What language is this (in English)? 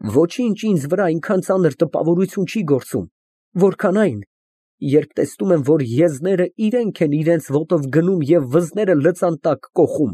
Armenian